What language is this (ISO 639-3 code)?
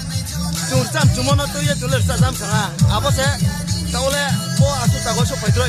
ria